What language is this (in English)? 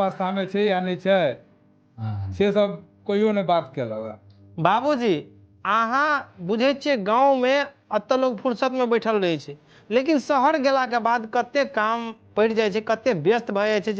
Maithili